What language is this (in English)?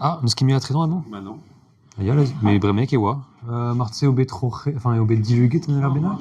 Breton